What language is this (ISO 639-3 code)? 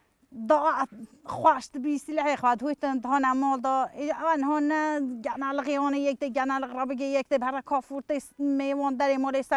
kur